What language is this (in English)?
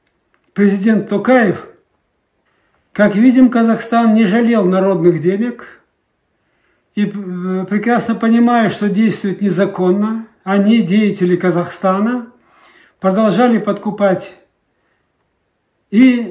Russian